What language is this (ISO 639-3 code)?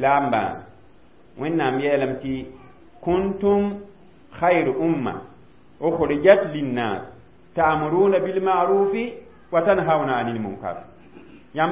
mos